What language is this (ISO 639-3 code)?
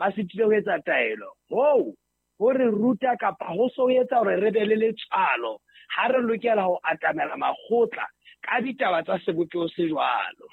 sot